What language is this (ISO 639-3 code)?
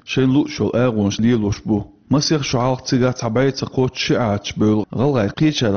che